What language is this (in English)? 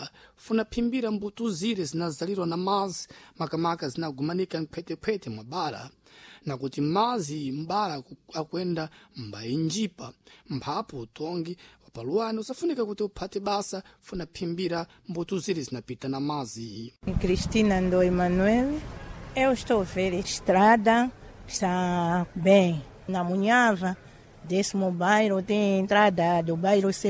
Sena